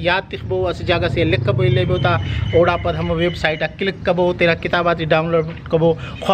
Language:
Brahui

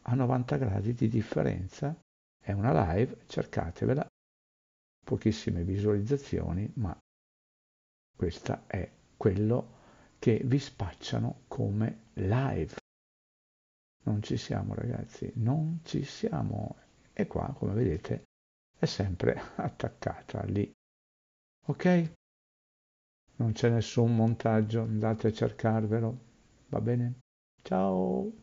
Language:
Italian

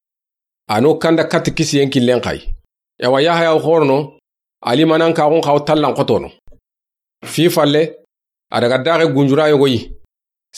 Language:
Soninke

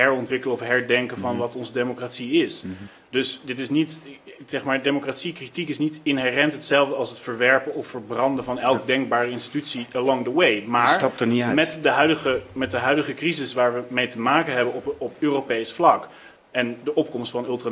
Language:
Dutch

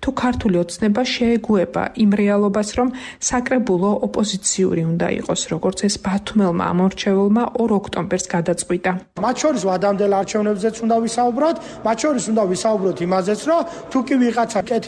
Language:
Georgian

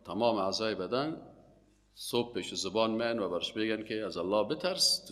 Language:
Persian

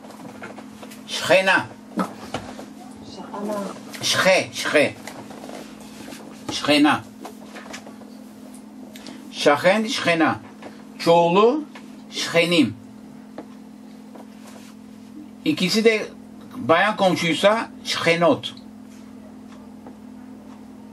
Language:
Turkish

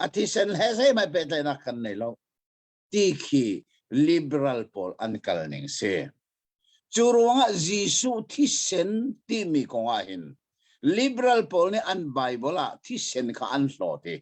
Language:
Hakha Chin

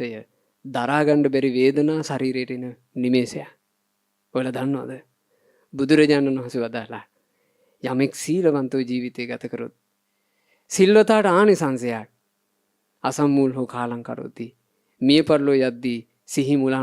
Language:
Sinhala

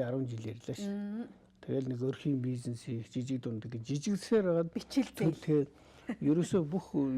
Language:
Mongolian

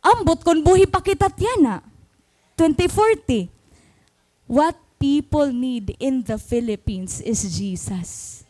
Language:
Waray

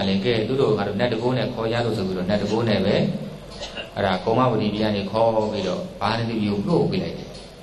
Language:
Burmese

